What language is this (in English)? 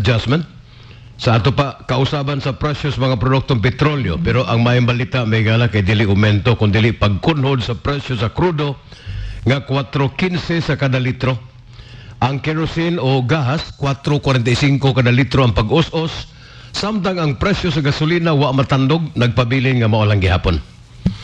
Cebuano